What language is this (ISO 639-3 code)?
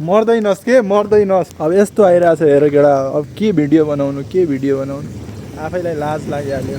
nep